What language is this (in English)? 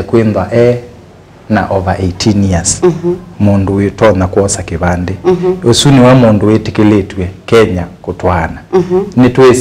Kamba